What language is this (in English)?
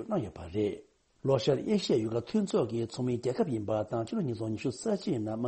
Tibetan